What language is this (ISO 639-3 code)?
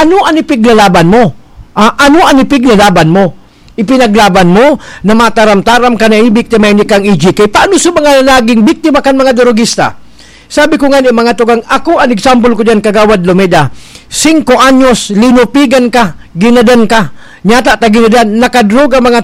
bik